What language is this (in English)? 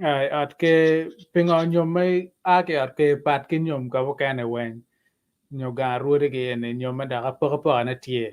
Acoli